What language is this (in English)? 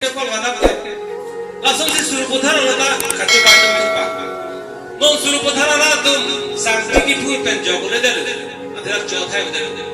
Karbi